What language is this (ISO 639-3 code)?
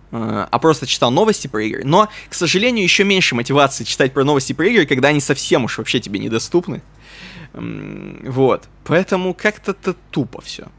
rus